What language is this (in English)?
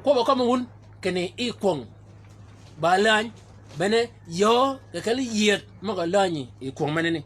Shilluk